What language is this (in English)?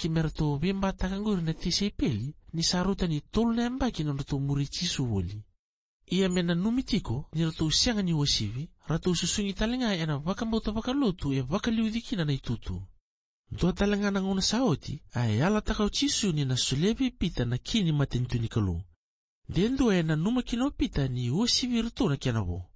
Fijian